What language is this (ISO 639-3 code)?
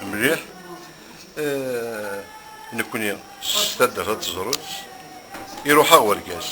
kab